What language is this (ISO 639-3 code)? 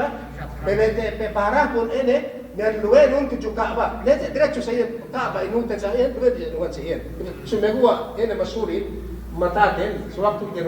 yka